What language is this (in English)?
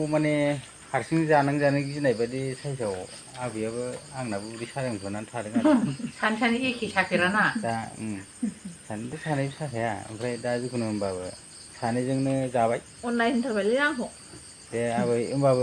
Bodo